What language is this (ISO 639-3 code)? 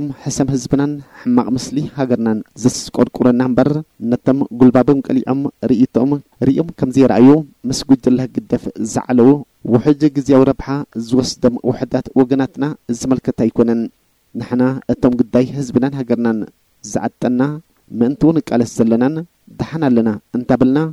tir